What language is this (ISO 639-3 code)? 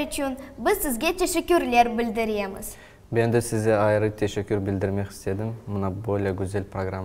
crh